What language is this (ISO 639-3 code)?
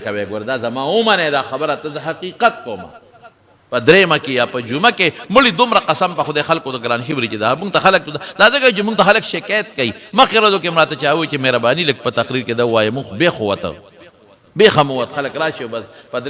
pus